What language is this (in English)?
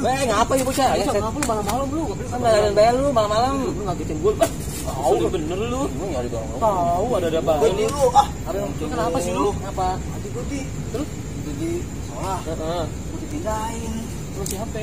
Betawi